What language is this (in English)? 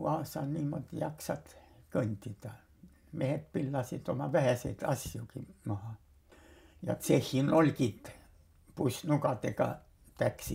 Estonian